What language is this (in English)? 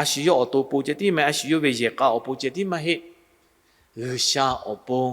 Lahu